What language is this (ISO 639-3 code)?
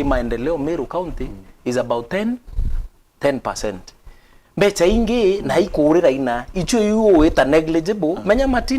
mer